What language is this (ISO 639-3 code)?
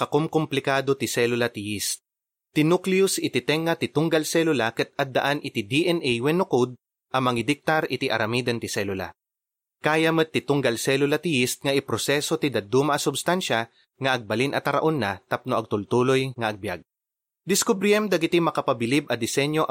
ilo